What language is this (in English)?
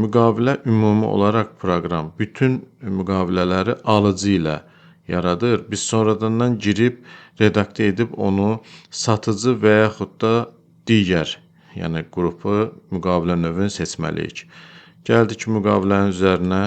Azerbaijani